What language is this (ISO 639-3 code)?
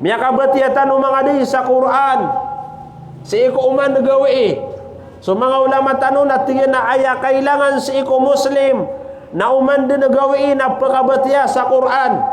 mrw